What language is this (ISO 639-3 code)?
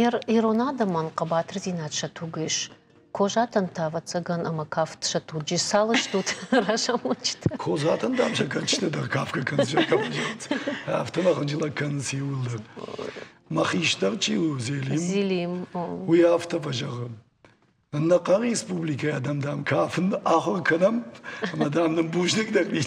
oss